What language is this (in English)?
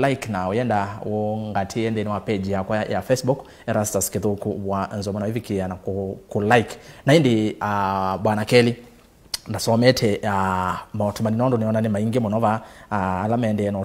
Kamba